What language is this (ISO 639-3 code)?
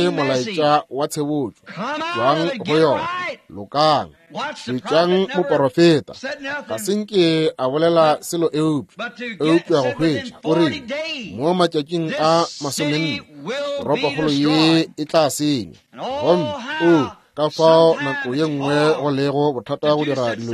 nso